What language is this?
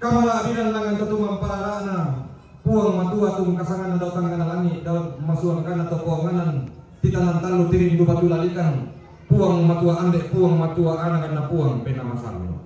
Toraja-Sa'dan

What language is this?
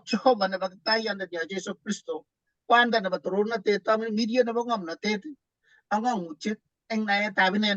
Kalenjin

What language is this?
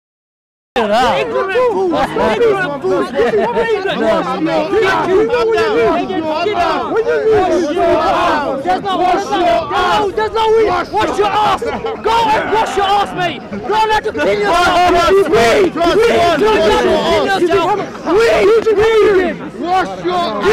English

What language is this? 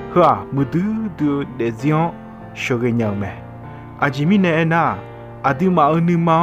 Akha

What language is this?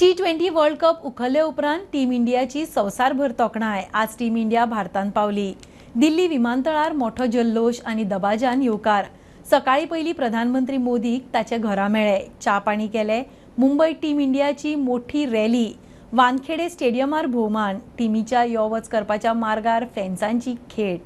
Konkani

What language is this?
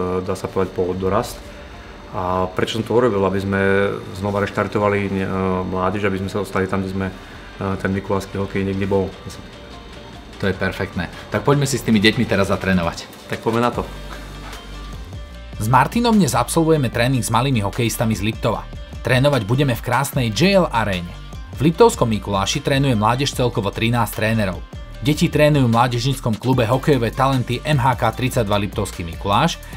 Slovak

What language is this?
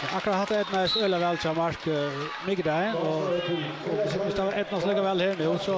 Faroese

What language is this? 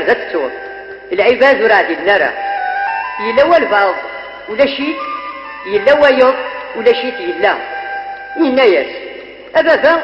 Kabyle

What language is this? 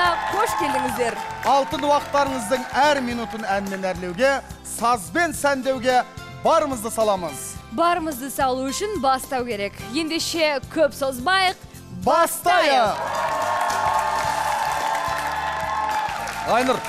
Kazakh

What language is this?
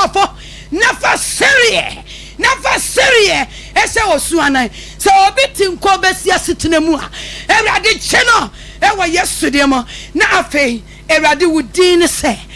Akan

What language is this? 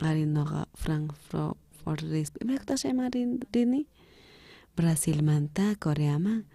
South Bolivian Quechua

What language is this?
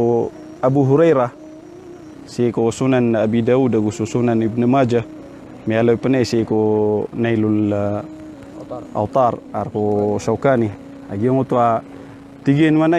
Maranao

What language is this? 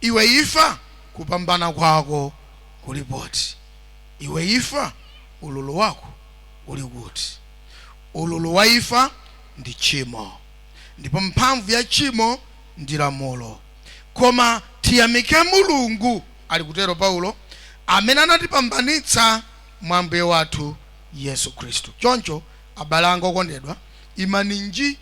Nyanja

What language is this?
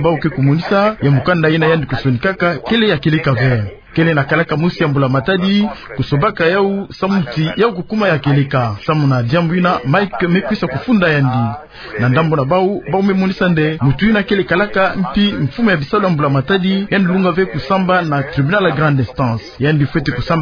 Kituba (Democratic Republic of Congo)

